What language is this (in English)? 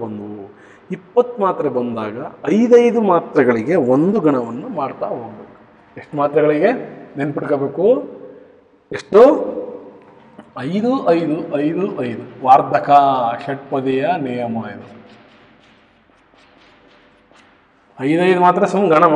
Kannada